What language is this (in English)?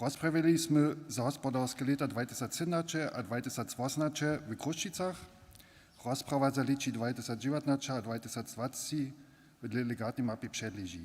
Upper Sorbian